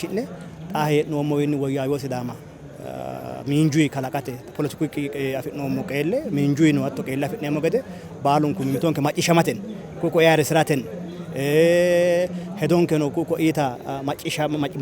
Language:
Sidamo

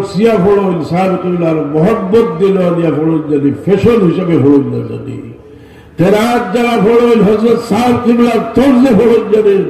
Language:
Sylheti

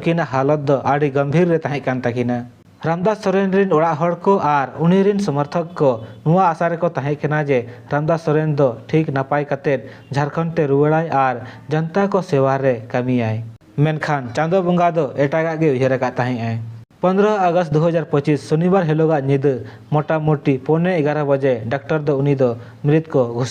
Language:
Santali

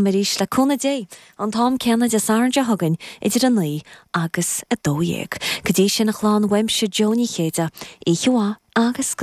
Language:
Irish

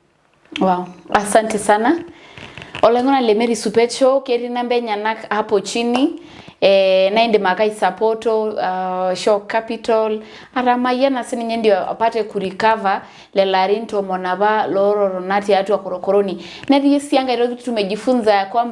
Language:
Masai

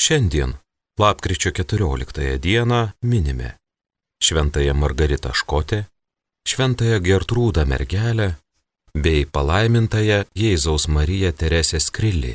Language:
Lithuanian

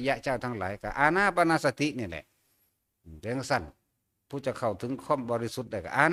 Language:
Northeastern Thai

